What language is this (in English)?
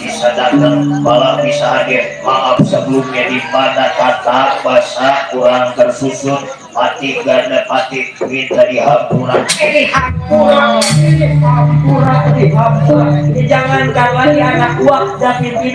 Betawi